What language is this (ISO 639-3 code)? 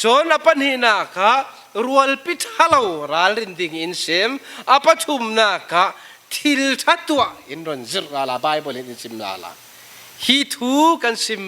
cfm